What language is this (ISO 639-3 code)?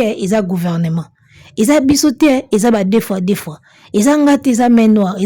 lin